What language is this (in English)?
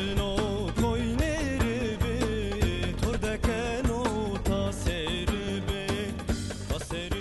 Zaza